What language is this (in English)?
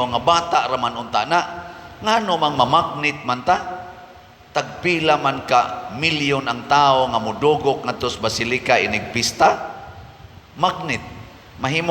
Cebuano